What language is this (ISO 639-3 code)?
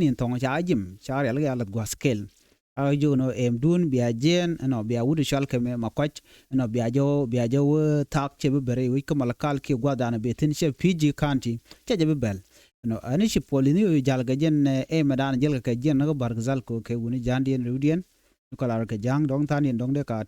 nus